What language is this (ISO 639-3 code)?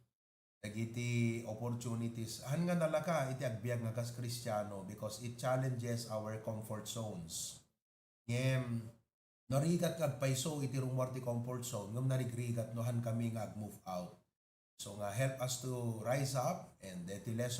ilo